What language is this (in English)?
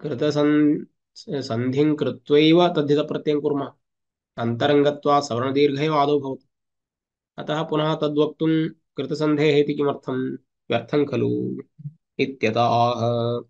Sanskrit